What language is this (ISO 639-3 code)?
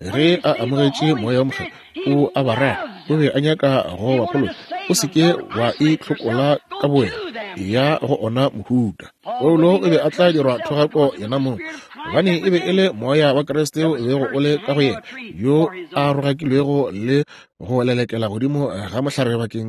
nso